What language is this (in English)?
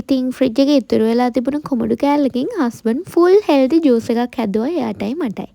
Sinhala